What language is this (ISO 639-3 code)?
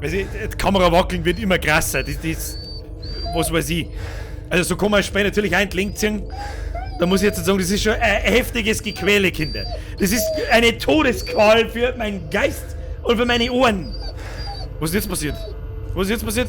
bar